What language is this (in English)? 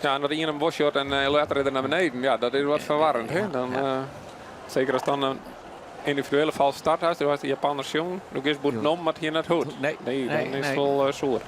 Western Frisian